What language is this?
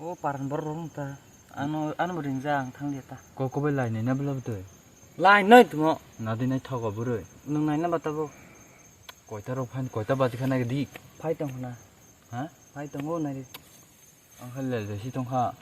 Kok Borok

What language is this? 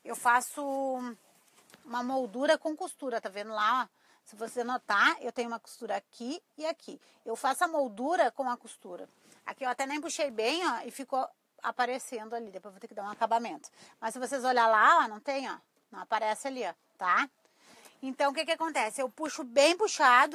Portuguese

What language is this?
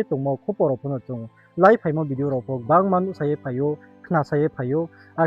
Riang (India)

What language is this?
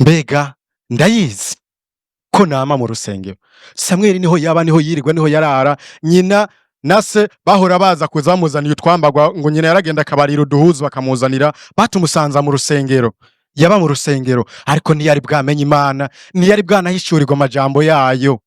Rundi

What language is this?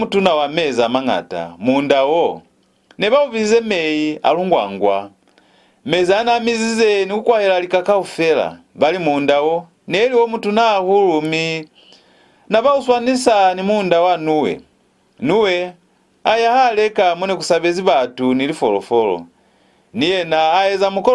Lozi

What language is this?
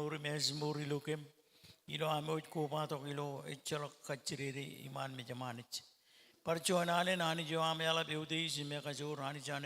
Marshallese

